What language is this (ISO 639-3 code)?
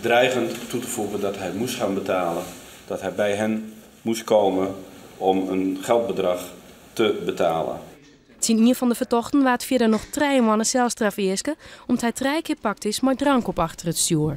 fry